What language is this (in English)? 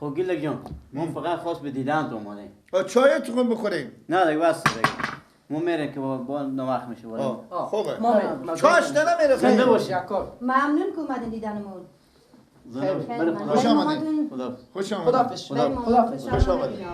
Persian